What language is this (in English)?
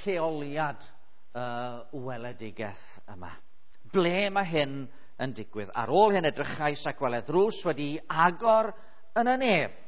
Welsh